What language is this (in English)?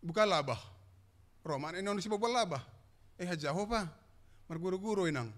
Batak Simalungun